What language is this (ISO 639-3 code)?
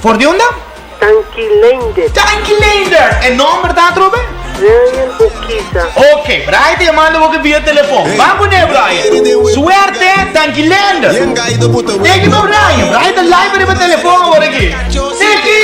pap